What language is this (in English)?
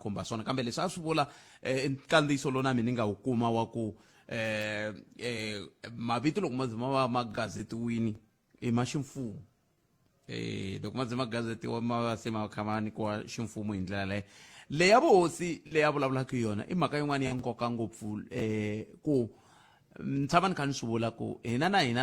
Tsonga